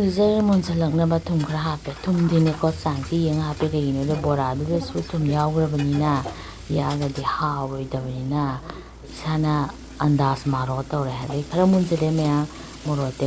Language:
Manipuri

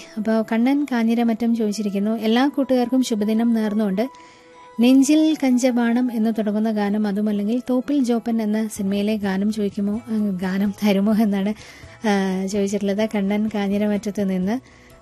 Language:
Malayalam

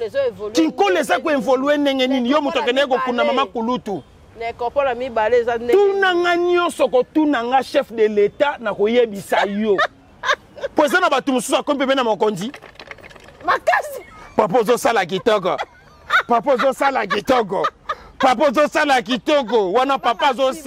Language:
Lingala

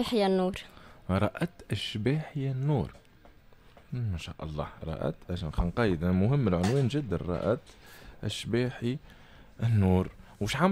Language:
Tunisian Arabic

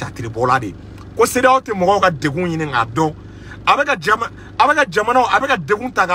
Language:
Bambara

